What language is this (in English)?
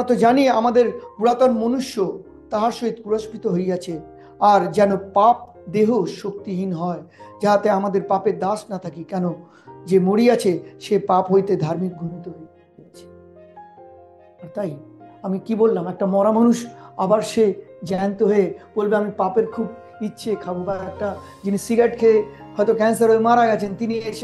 Bangla